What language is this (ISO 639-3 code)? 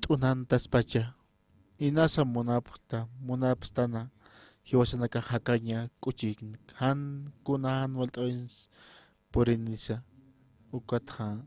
aym